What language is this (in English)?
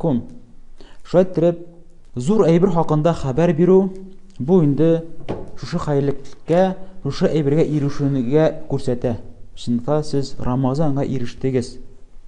Tatar